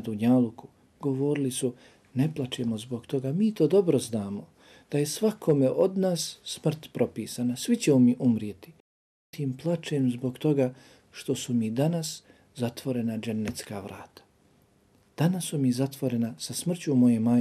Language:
Bosnian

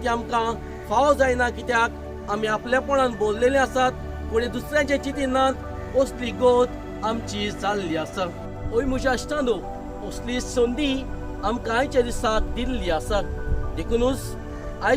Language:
Konkani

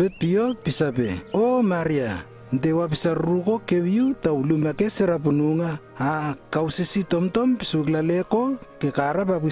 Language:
Lewo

